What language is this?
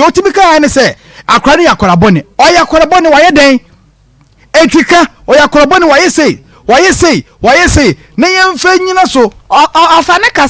Akan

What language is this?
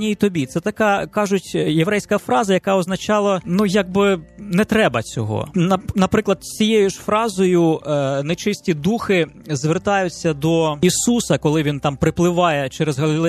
Ukrainian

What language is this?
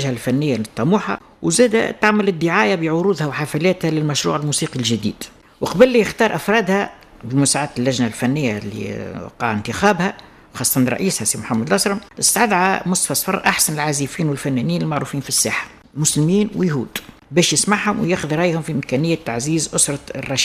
Tunisian Arabic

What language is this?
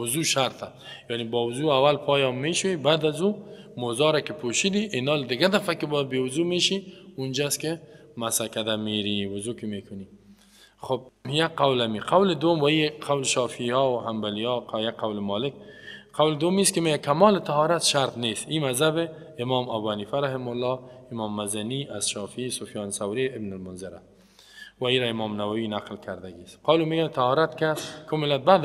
Persian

